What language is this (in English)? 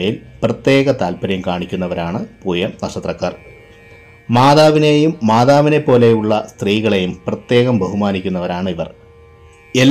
Malayalam